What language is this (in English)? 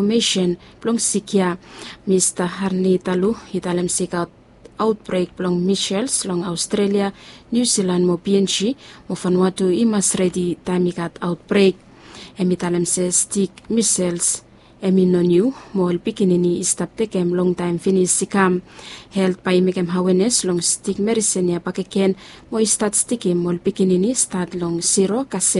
Bislama